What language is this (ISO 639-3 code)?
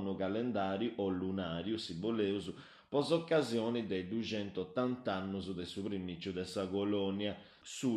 srd